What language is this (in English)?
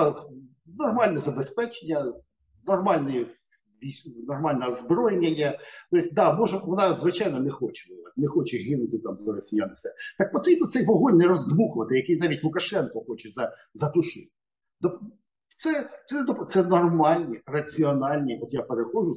Ukrainian